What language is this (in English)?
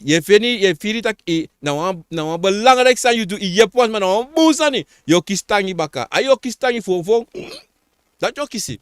Sranan Tongo